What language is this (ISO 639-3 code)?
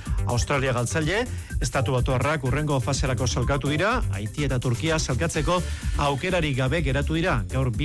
eus